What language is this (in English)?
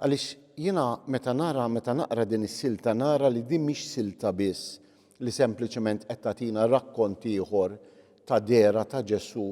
Maltese